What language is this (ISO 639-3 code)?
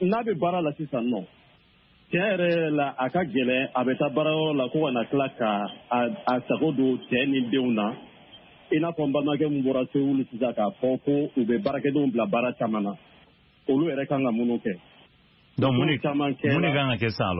bam